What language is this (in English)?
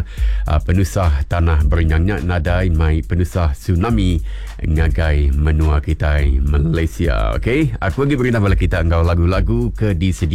Iban